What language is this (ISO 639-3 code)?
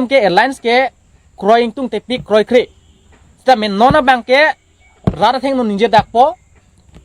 mjw